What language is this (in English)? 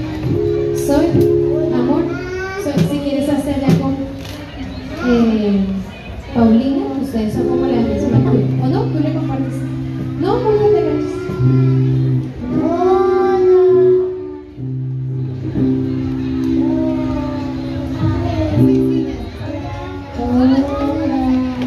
Spanish